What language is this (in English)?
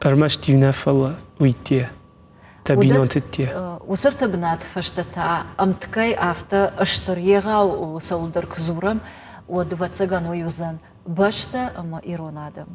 Ossetic